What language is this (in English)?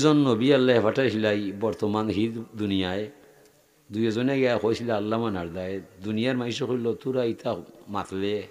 Sylheti